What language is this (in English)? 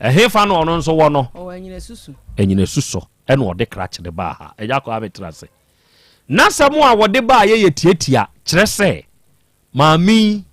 Akan